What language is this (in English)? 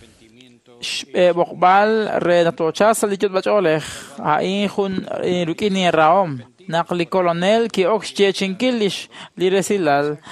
Kekchí